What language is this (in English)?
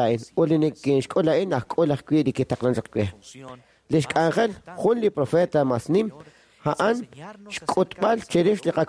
Kekchí